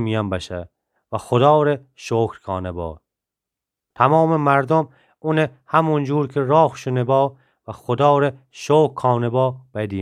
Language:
Gilaki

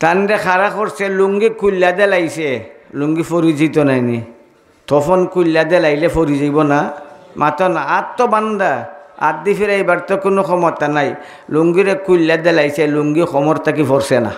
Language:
Sylheti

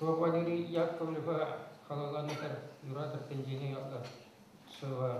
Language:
Chuvash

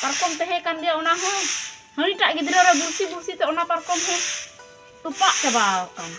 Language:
Santali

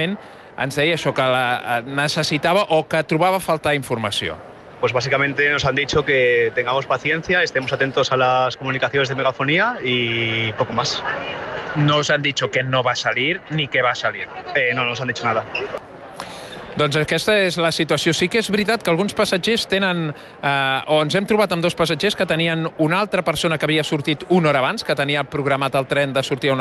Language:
Catalan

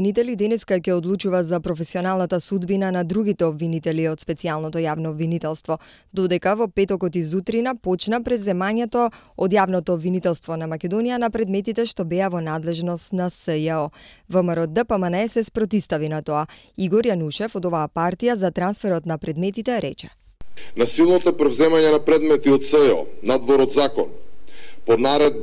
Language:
Macedonian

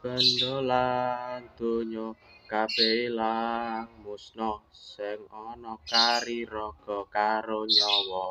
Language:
Javanese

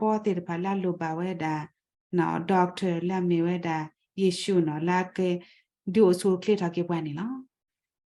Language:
S'gaw Karen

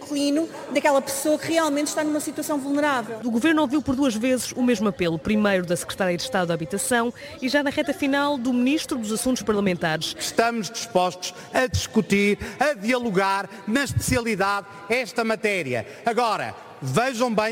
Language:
Portuguese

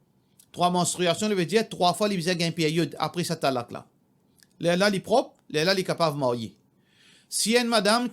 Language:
Morisyen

